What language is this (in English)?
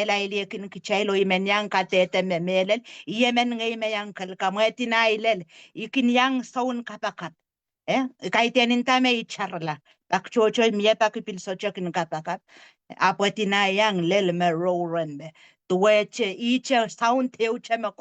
Pohnpeian